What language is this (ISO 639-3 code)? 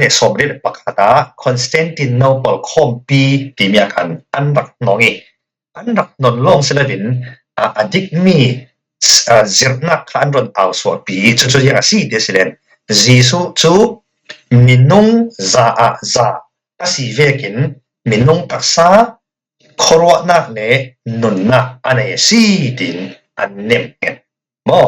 cfm